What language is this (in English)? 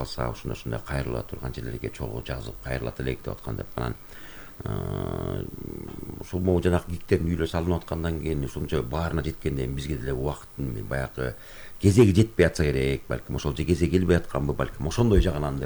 Kyrgyz